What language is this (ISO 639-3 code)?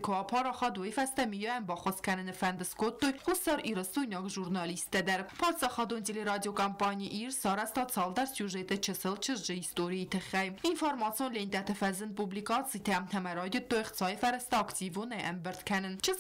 oss